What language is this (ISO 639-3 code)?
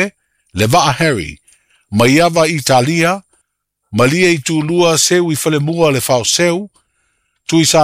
smo